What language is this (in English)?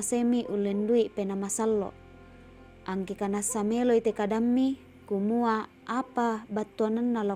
Toraja-Sa'dan